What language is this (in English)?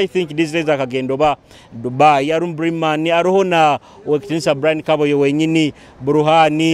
Nyoro